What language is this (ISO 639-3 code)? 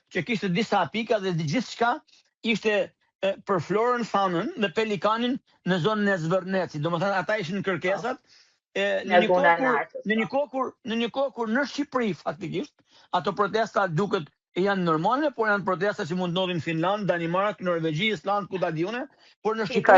sqi